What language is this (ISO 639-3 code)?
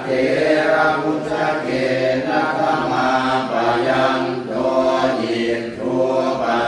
pli